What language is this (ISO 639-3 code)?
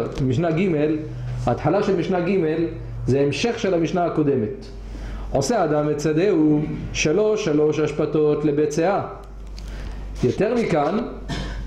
heb